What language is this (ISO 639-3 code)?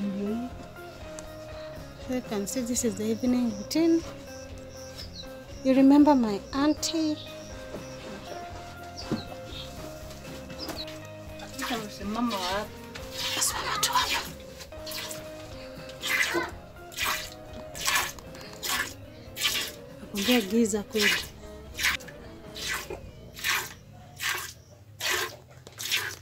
swa